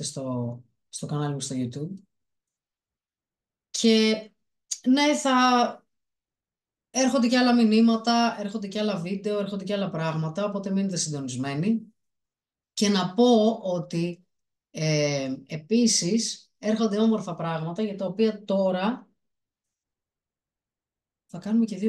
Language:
Greek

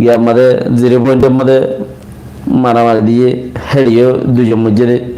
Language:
Rohingya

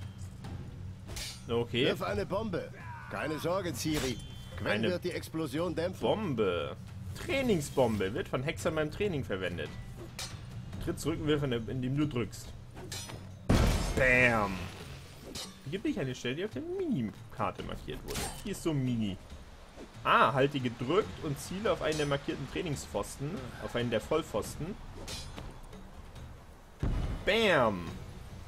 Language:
German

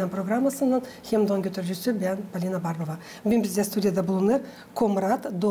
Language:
Gagauz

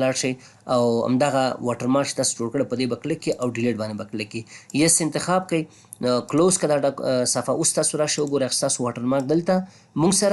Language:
Pashto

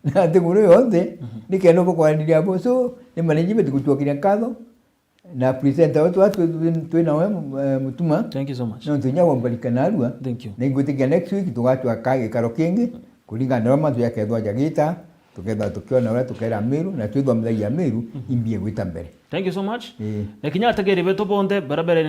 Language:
Meru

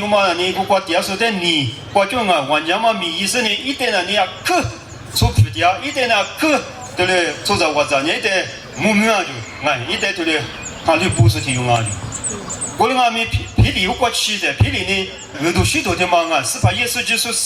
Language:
Lisu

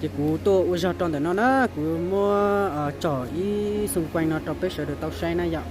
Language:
Hmong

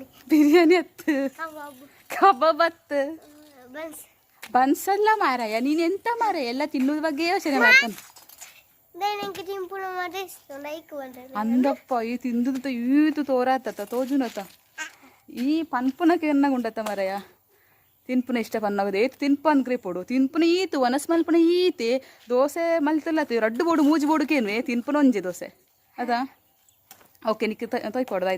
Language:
Tulu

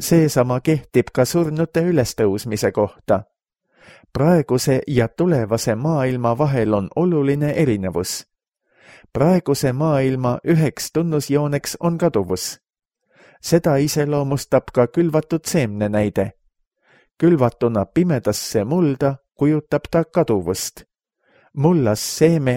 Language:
Estonian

